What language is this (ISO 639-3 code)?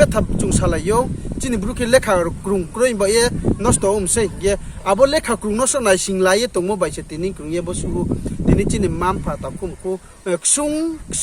ria